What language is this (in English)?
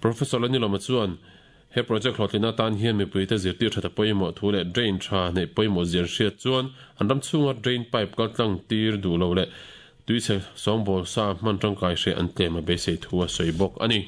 Mizo